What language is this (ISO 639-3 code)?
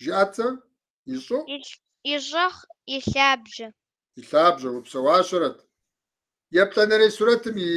kbd